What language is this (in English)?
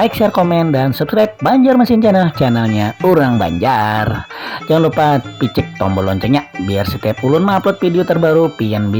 Banjar